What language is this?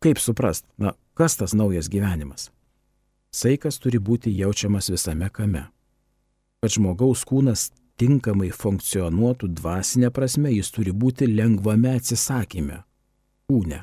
Lithuanian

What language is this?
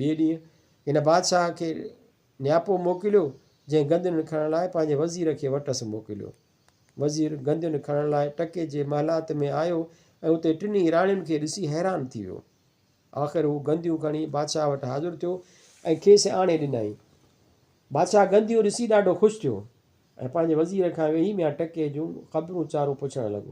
Sindhi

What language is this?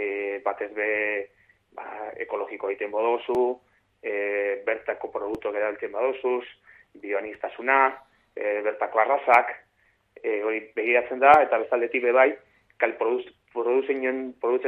Basque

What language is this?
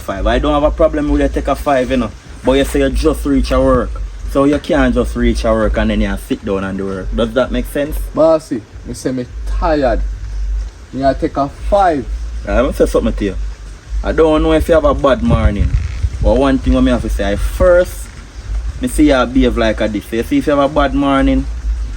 Jamaican Creole English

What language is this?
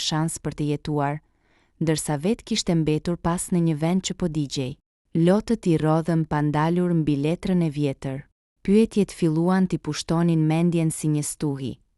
Albanian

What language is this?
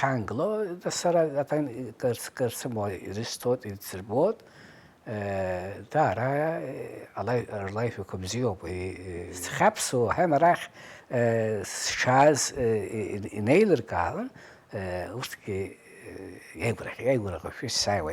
Abkhazian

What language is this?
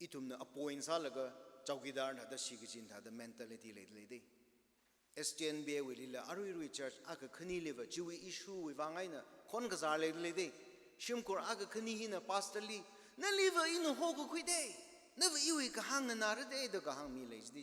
Tangkhul Naga (India)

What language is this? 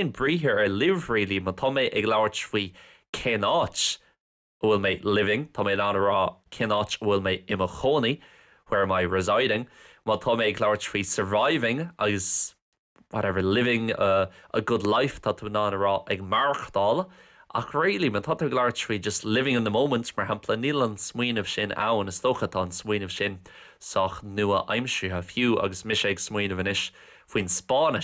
Irish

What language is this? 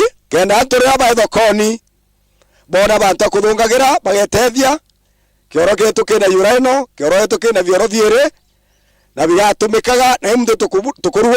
Meru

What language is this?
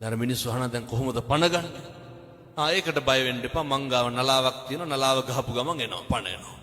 Sinhala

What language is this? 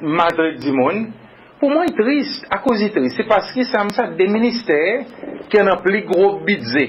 Seselwa Creole French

